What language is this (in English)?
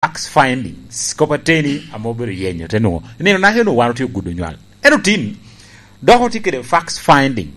Lango (Uganda)